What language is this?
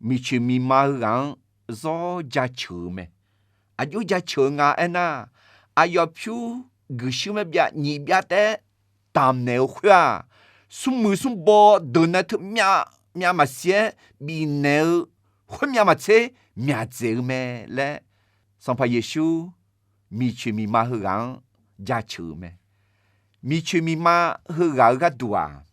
Akha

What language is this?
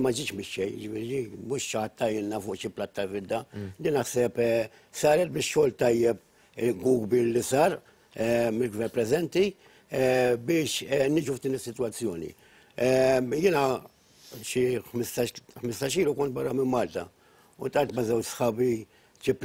Maltese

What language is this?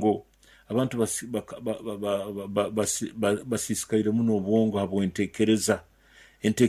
Nyoro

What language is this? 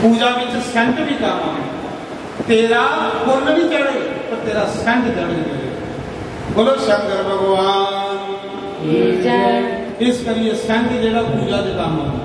Dogri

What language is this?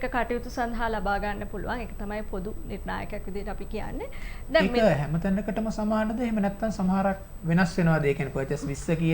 Sinhala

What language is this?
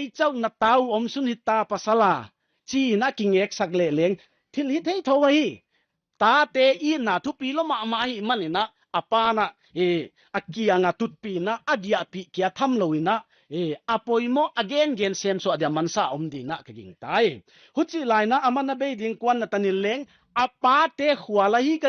Paite Chin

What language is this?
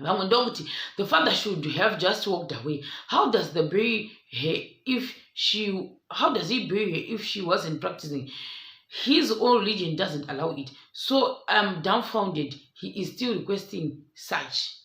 Shona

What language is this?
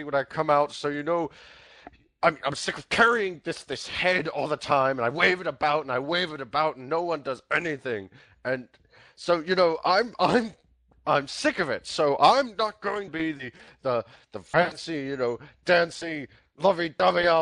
English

